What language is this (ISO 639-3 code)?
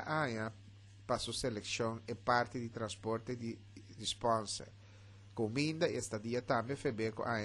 pap